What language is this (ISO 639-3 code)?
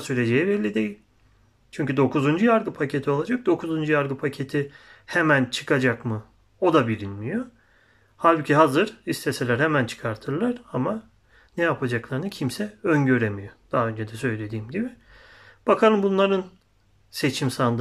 tur